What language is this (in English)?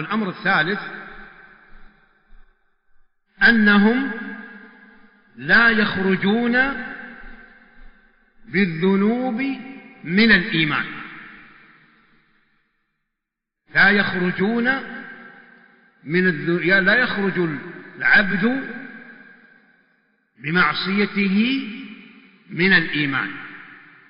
Arabic